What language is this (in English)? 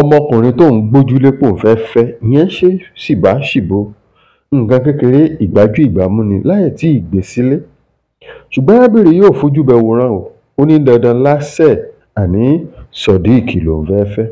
Yoruba